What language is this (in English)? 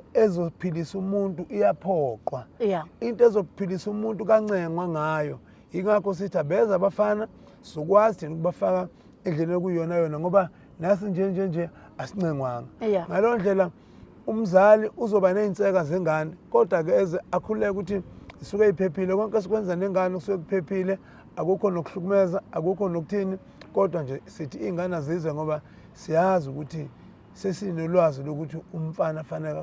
Zulu